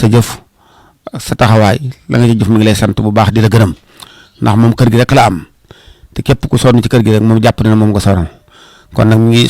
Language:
Wolof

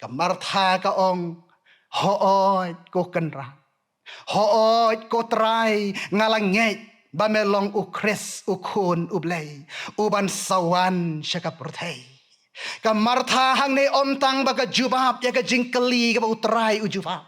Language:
Khasi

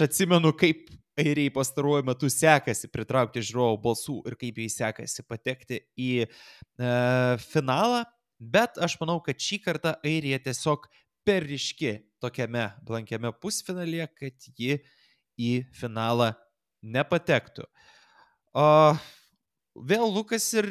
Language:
Lithuanian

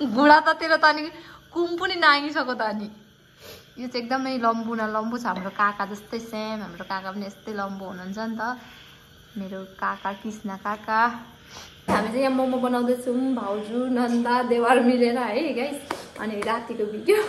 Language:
Nepali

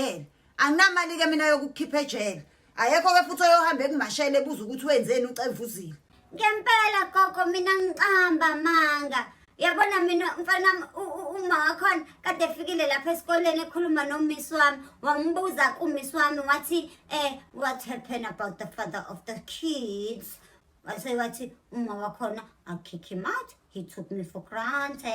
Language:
Zulu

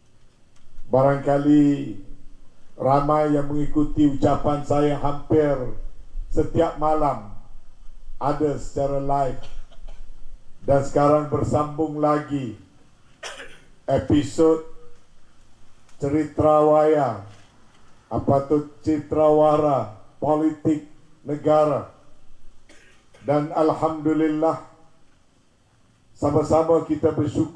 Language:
Malay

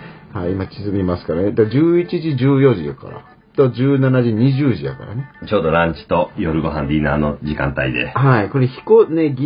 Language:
Japanese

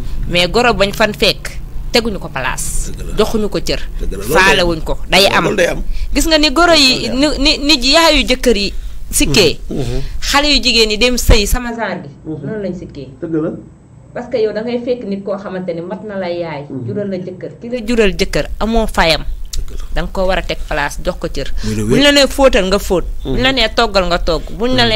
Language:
Wolof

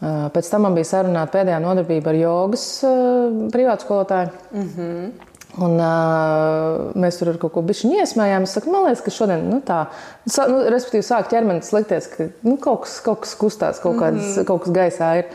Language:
Latvian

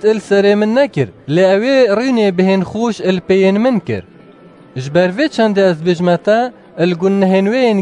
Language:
Kurdish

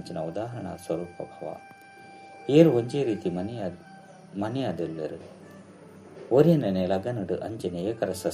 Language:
Tulu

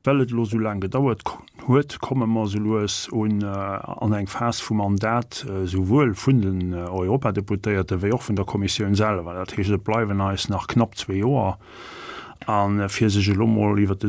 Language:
Luxembourgish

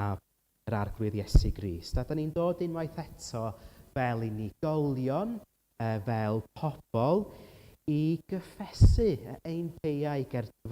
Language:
Welsh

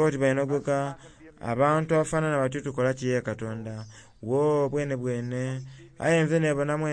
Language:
Soga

